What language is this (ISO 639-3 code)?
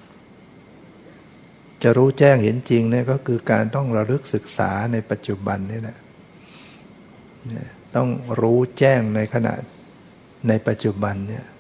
tha